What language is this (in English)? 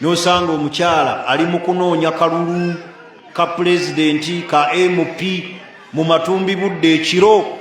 Ganda